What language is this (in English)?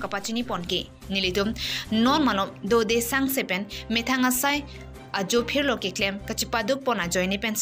Karbi